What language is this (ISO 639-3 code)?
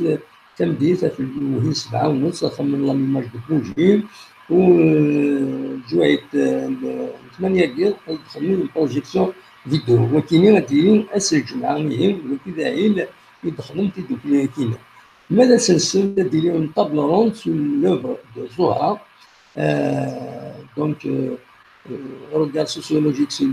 kab